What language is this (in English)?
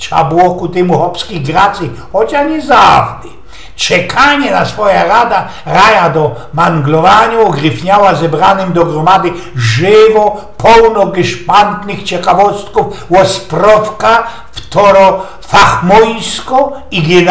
Silesian